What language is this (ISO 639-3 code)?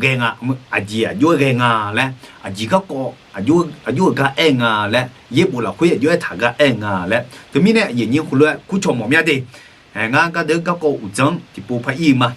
ahk